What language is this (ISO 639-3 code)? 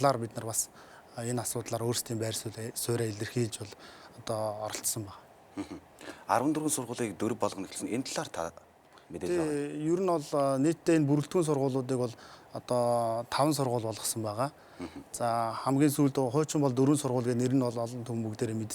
mon